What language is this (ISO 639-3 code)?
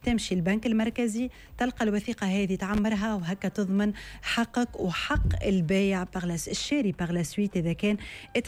aeb